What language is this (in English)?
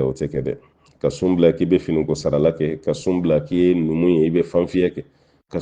Bambara